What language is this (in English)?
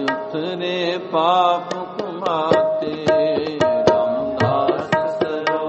Punjabi